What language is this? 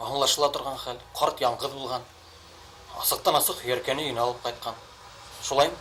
Bashkir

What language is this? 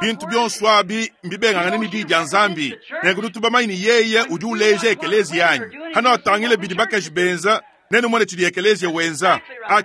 Luba-Lulua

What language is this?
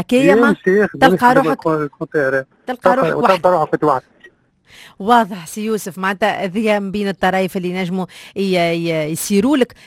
Tunisian Arabic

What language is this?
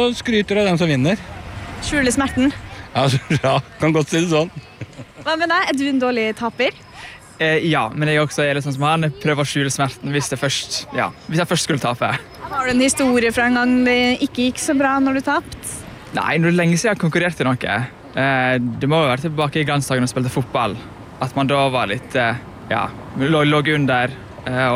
Norwegian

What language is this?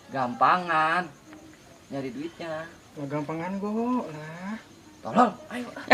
Betawi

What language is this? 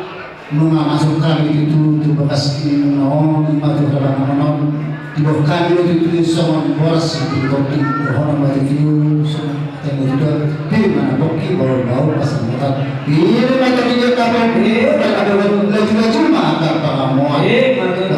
Batak Toba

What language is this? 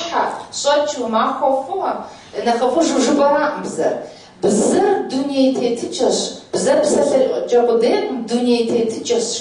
Kabardian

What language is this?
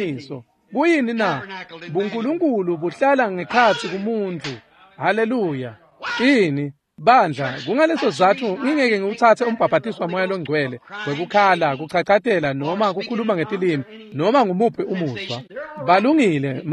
Swati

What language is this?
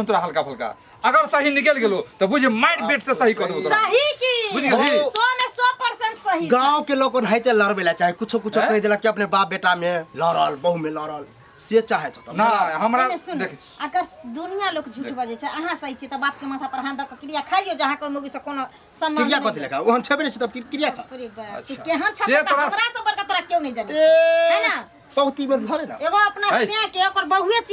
Maithili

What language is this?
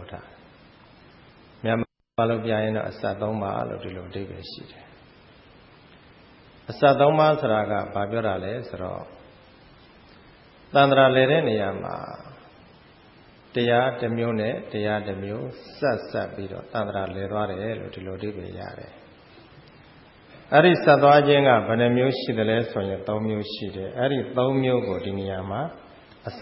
Burmese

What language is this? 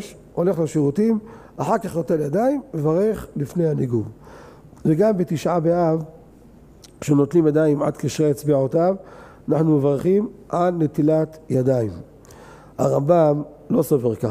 Hebrew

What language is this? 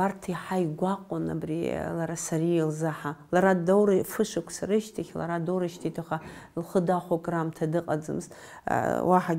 Abkhazian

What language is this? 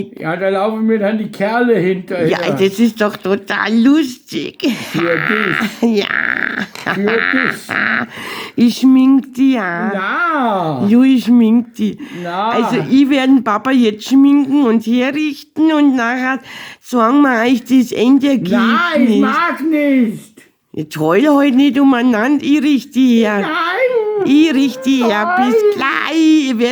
Bavarian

